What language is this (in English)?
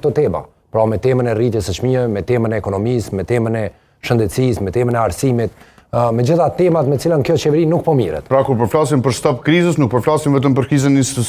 Albanian